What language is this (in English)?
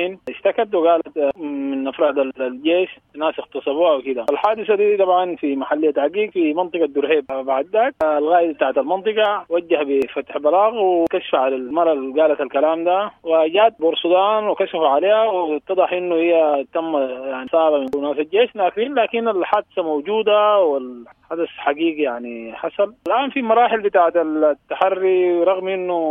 Sudanese Arabic